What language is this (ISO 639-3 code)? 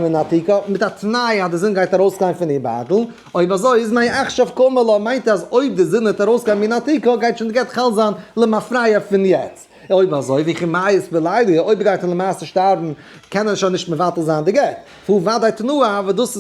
yid